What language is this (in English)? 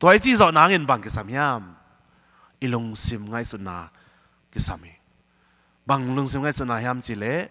Tedim Chin